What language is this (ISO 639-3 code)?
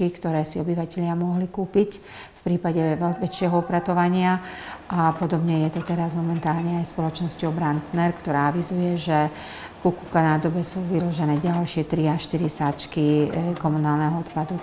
slk